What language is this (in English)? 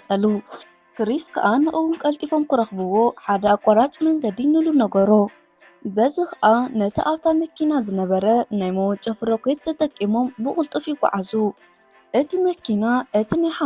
Tigrinya